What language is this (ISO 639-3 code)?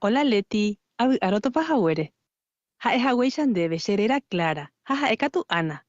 grn